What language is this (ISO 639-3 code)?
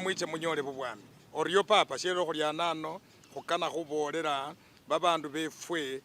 myx